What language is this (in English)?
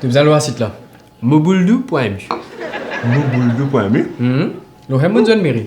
Morisyen